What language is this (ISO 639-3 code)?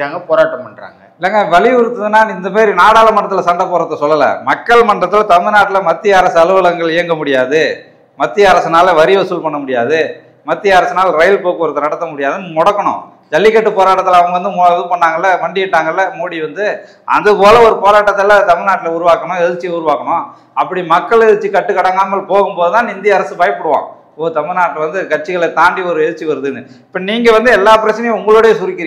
tam